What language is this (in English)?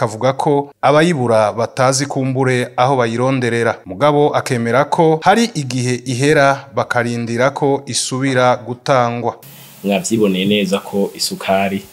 Rundi